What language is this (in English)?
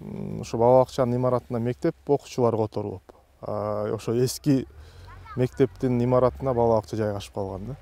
Kyrgyz